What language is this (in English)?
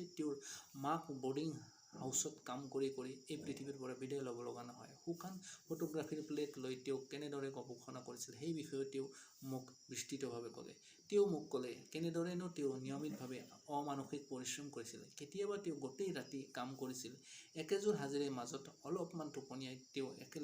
Assamese